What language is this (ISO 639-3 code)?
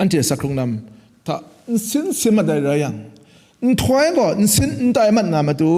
kac